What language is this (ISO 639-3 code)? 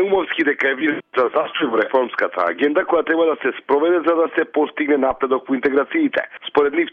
mkd